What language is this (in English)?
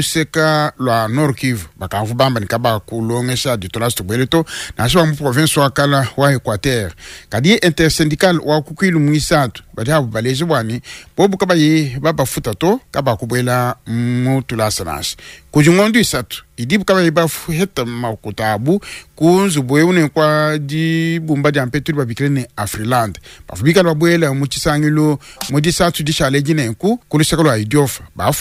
Luba-Lulua